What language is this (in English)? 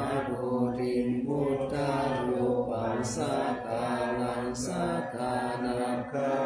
Pali